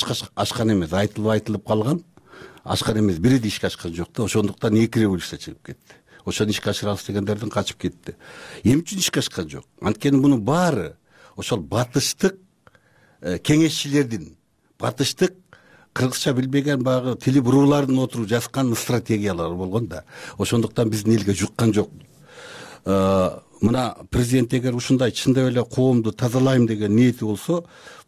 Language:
Kyrgyz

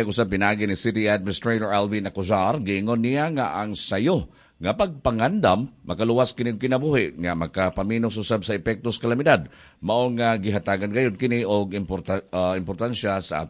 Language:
Cebuano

